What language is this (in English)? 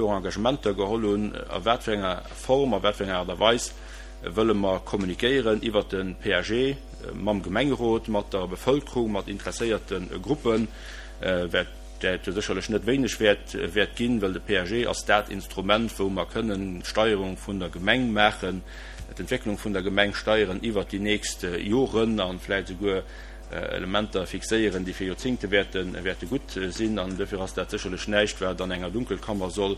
Luxembourgish